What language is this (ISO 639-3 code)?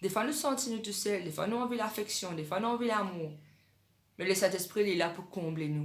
mfe